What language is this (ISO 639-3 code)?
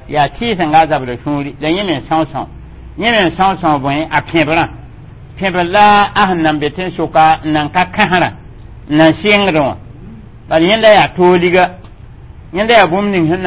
mos